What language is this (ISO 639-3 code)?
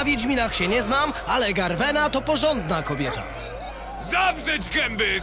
pol